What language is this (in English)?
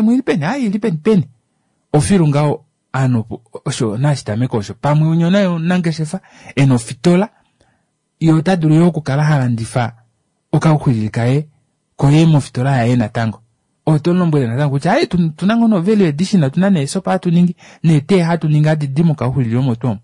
Kuanyama